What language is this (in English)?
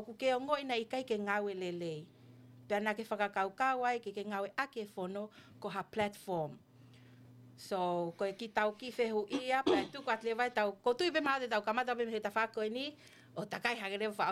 Tongan